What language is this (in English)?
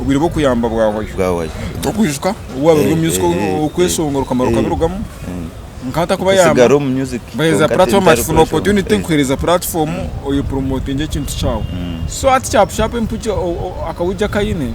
Nyankole